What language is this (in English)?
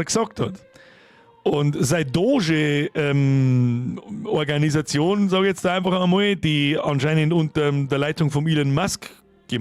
Bavarian